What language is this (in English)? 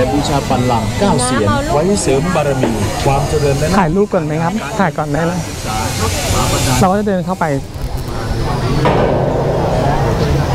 Thai